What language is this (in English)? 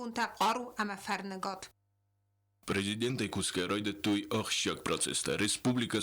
Ossetic